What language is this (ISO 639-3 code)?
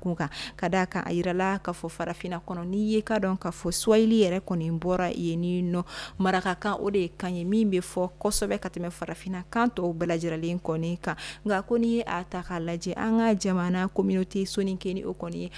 bam